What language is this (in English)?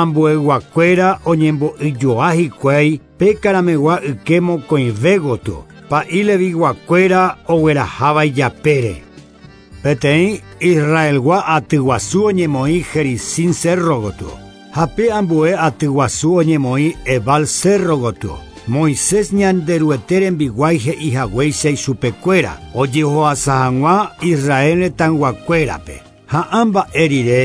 Guarani